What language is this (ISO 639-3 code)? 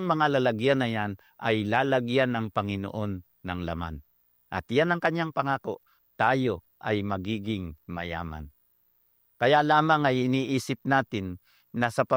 fil